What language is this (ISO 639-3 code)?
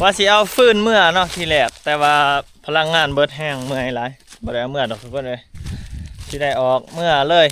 lao